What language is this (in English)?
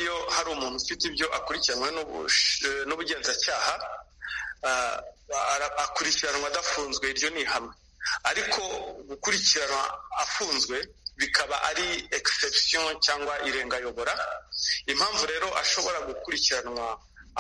Kinyarwanda